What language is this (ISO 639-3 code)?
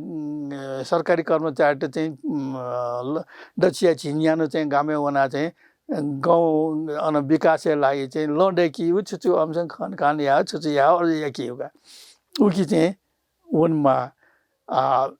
new